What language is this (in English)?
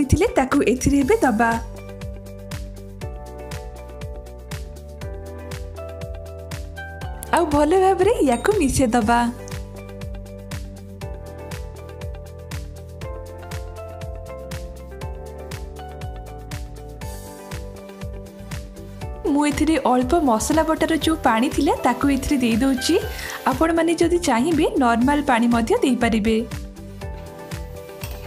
Odia